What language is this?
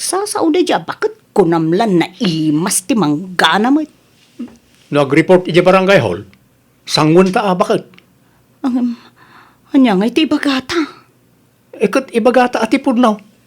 Iloko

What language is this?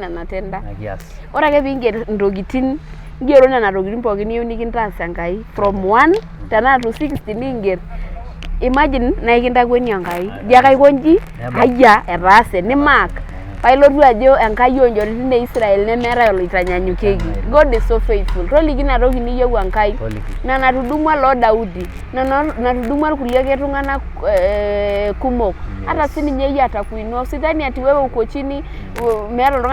Masai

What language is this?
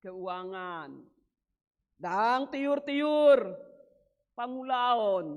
Batak Toba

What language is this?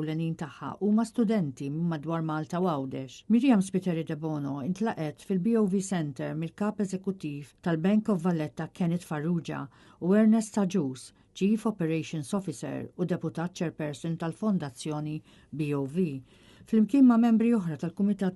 Maltese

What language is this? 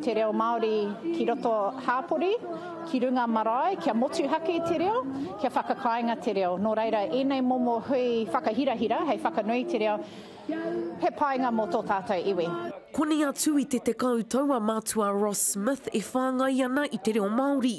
Māori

